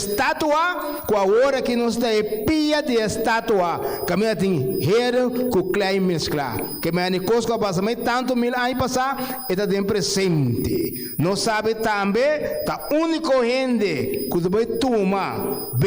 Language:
Papiamento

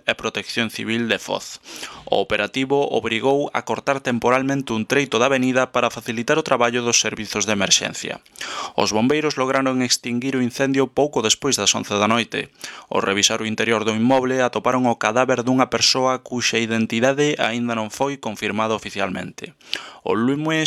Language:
Galician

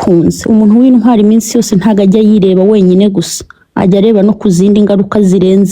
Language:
Kinyarwanda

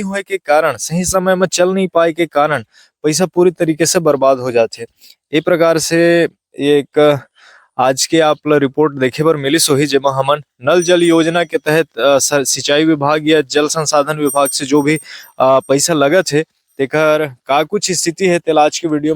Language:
Chhattisgarhi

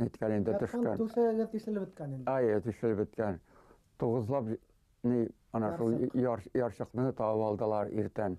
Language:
Bashkir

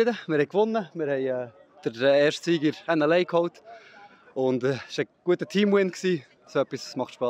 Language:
Swiss German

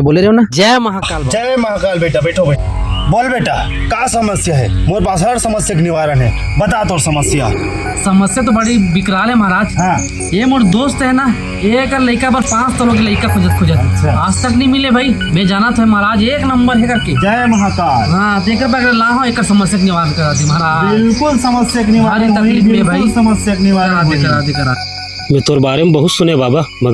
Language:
Chhattisgarhi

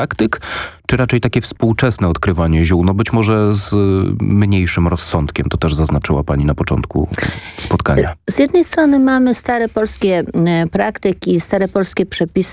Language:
Polish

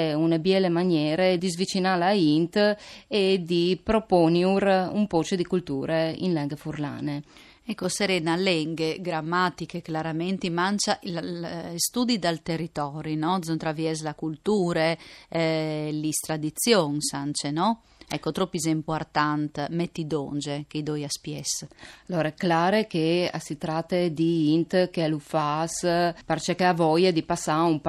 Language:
Friulian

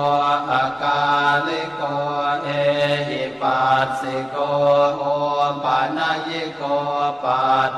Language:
Pali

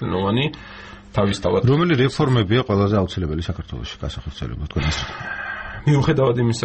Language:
Georgian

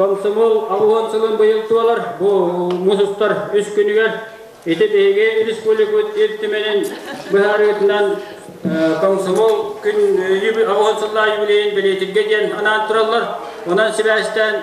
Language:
Yakut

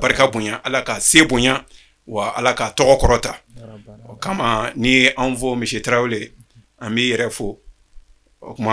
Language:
Bambara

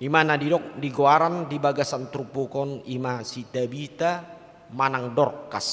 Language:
Batak Toba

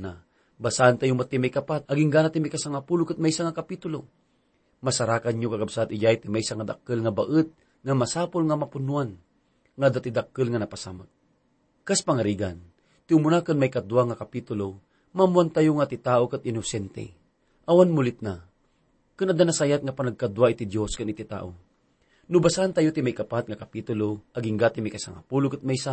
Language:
Iloko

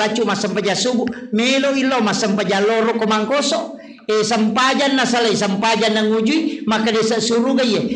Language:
Buginese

